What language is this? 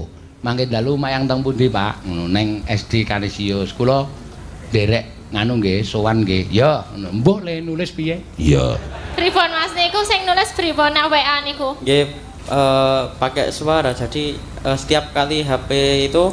Javanese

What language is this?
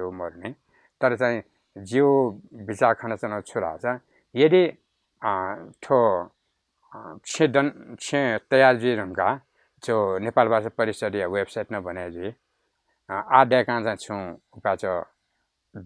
Newari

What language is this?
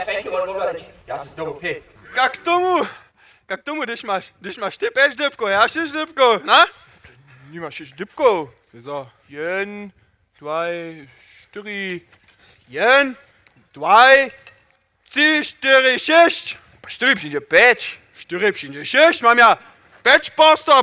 Upper Sorbian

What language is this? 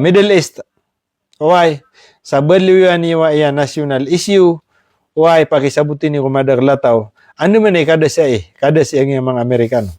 Maranao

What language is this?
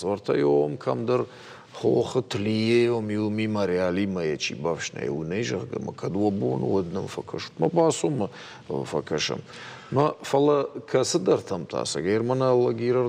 Ossetic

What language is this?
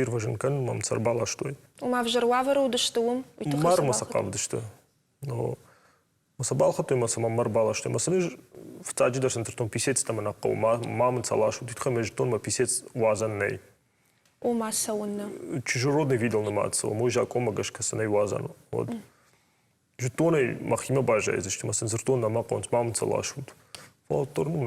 Ossetic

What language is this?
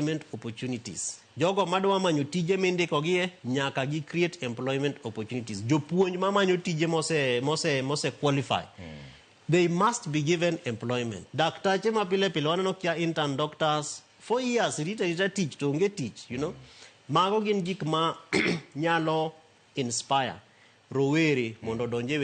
Luo (Kenya and Tanzania)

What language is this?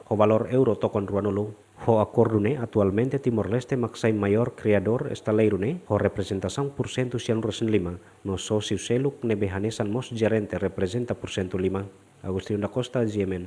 Tetum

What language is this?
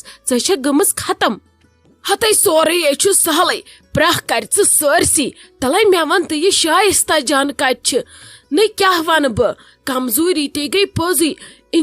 Kashmiri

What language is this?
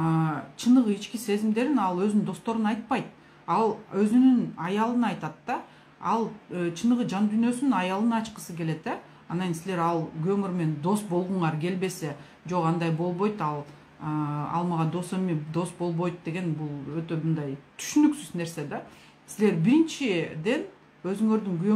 Kyrgyz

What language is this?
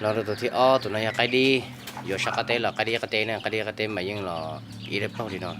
Hmong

